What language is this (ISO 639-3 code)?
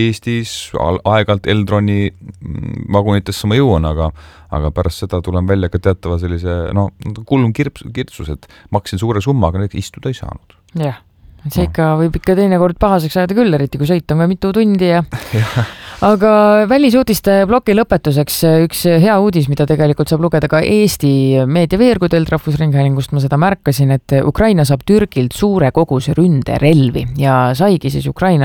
est